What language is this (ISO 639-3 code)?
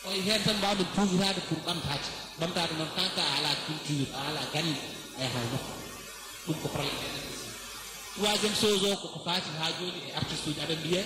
ful